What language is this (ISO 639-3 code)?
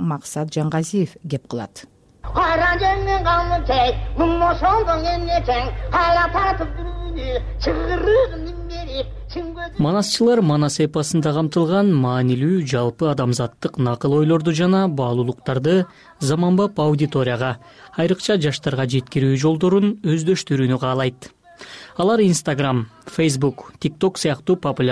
kir